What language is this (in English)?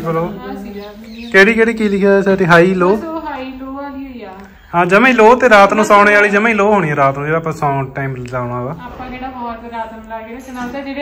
Punjabi